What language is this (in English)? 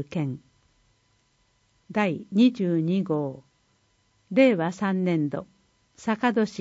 Japanese